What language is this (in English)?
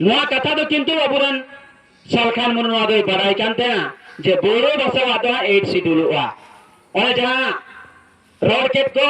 Santali